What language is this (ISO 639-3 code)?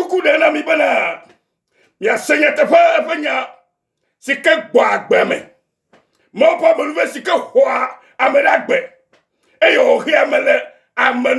ewe